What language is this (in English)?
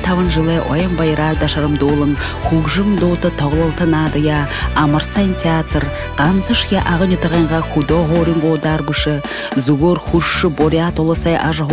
Buriat